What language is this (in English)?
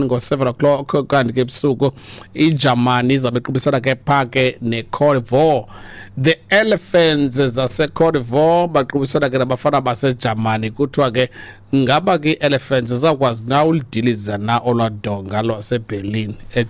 Xhosa